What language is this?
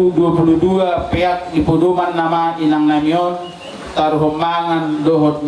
Batak Toba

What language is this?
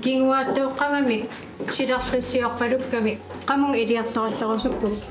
Kalaallisut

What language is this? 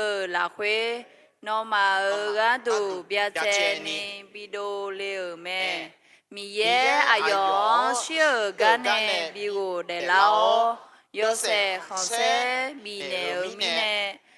Akha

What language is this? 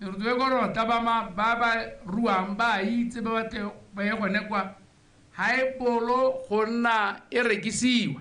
Tswana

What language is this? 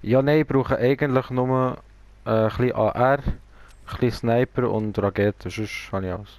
Swiss German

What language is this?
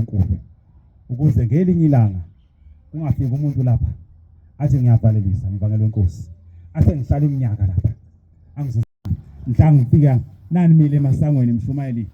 Zulu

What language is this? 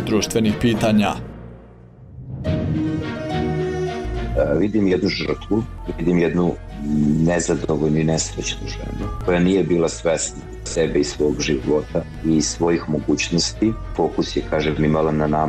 Bosnian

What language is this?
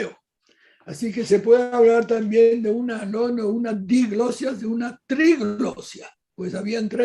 Ladino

